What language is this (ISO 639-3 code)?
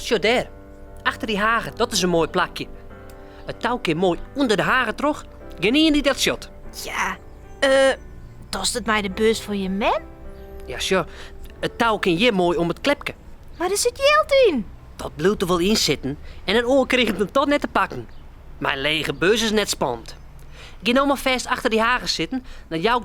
fry